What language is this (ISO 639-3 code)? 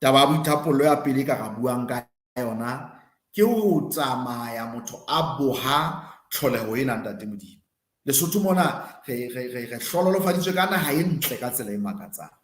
sot